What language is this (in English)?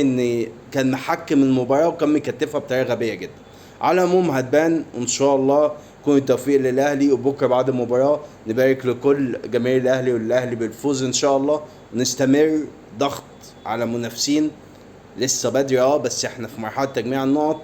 Egyptian Arabic